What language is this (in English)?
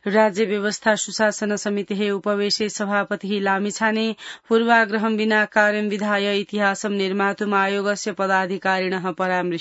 Sanskrit